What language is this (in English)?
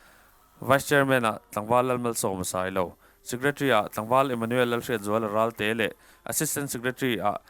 Mizo